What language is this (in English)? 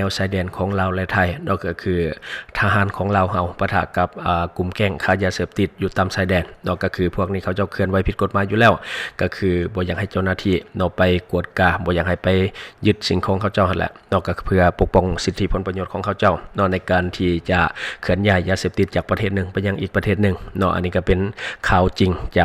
Lao